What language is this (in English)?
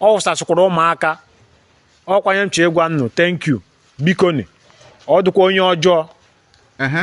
Igbo